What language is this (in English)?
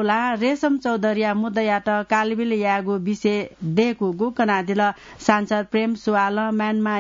Newari